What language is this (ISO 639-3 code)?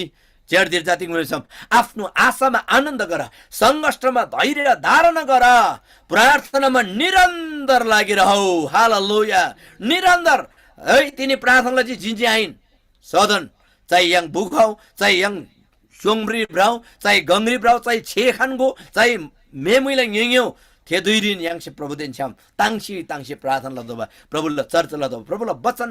taj